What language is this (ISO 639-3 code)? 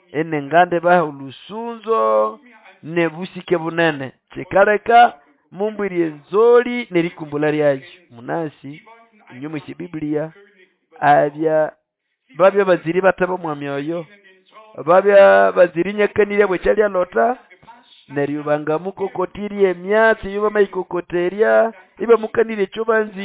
nnb